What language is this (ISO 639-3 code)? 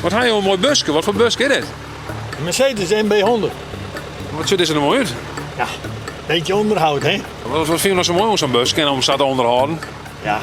fry